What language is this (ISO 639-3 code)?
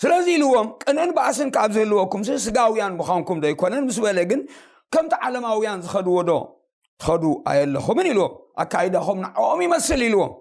tir